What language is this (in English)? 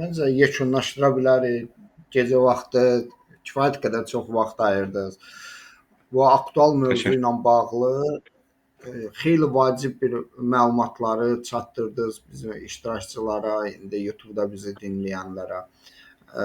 Azerbaijani